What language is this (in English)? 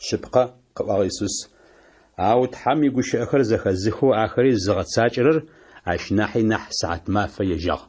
Adyghe